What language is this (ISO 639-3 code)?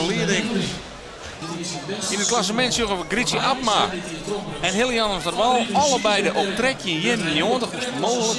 fry